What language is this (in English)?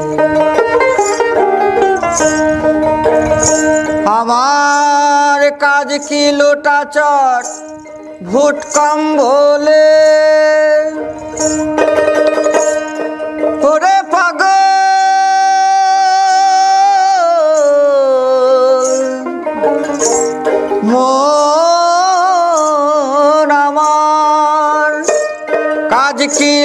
Bangla